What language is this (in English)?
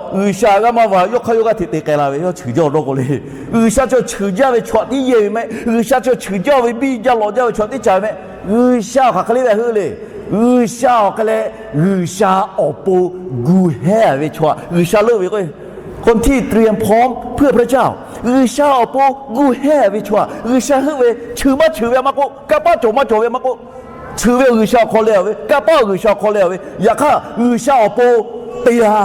Lahu